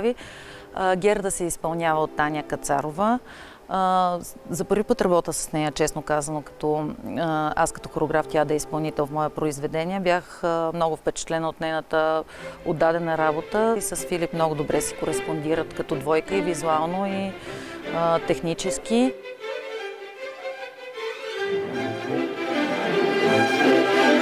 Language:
Bulgarian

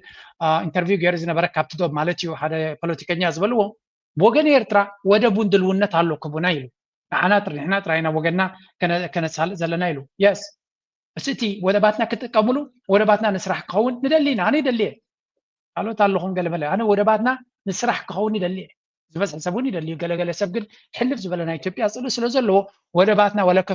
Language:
Tigrinya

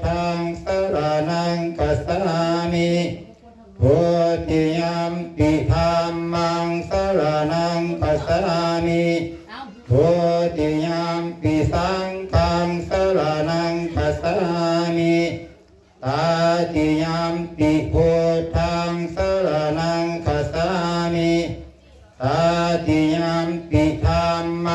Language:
Pali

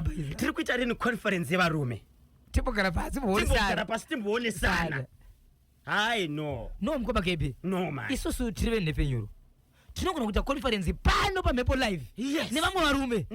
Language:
Shona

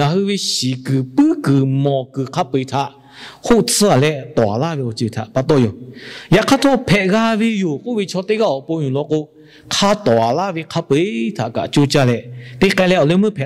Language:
Lahu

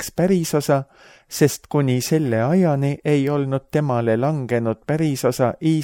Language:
Estonian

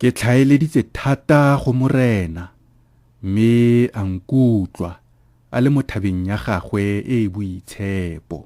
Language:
Tswana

